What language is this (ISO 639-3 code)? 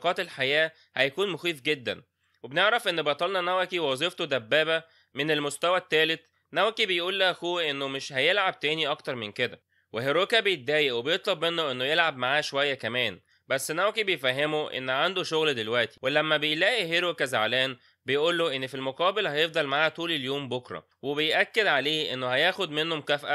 arz